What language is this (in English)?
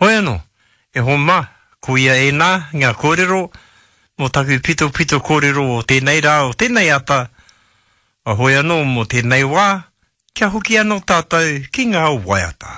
Māori